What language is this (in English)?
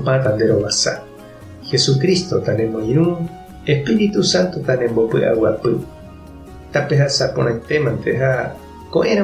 Guarani